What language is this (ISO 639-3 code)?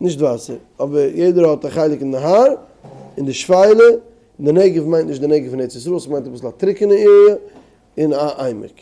yid